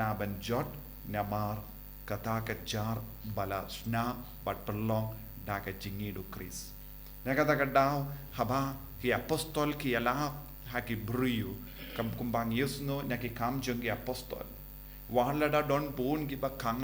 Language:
Khasi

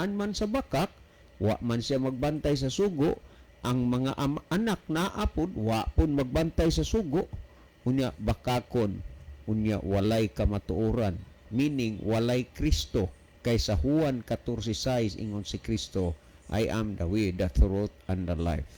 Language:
Cebuano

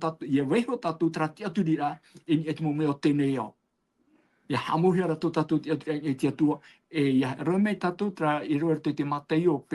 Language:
Tahitian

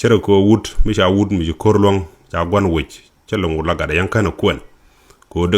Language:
Nuer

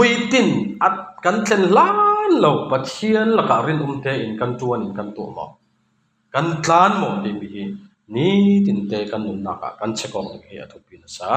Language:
Falam Chin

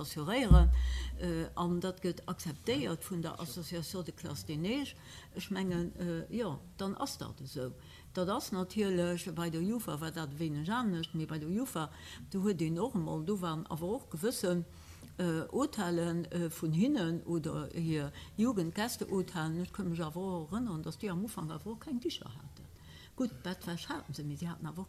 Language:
Luxembourgish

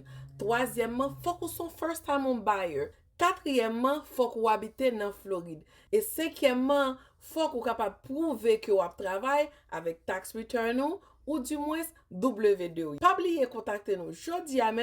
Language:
Haitian Creole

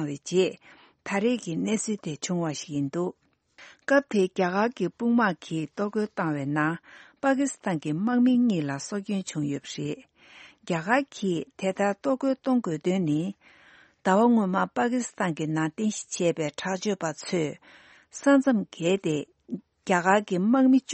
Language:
Tibetan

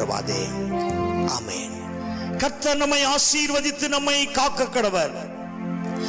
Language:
Tamil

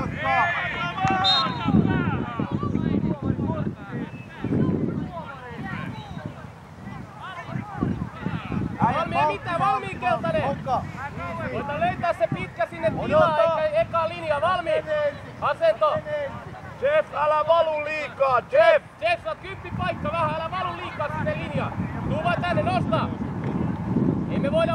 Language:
Finnish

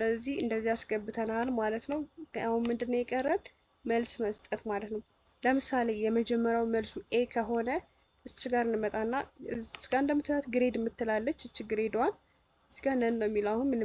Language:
Amharic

